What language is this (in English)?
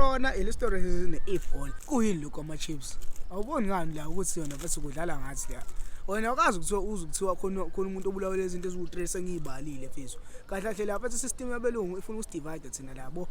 Zulu